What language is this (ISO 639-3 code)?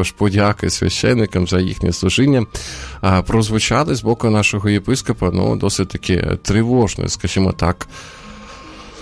ukr